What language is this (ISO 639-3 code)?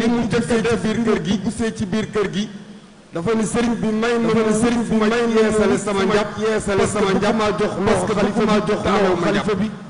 wol